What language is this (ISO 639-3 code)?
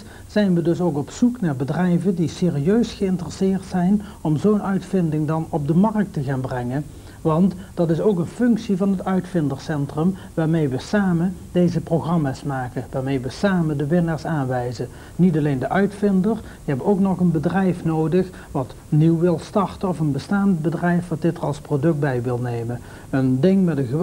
nld